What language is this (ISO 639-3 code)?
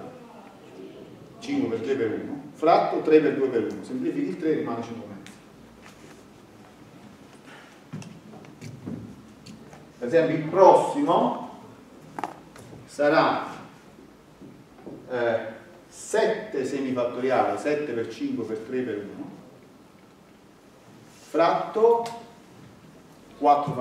ita